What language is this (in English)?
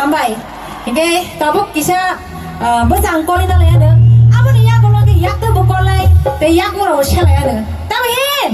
Kok Borok